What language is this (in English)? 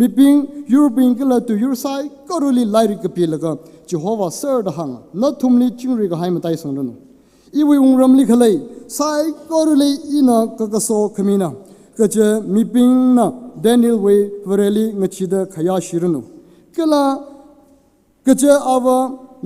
Tangkhul Naga (India)